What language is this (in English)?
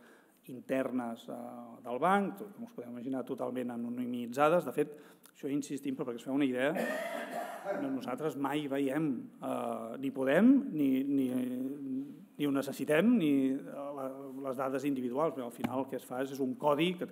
Catalan